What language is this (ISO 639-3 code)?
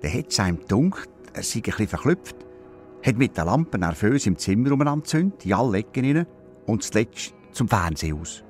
gsw